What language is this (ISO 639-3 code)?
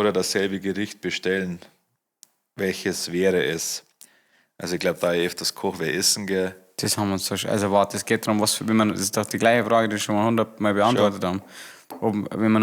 bar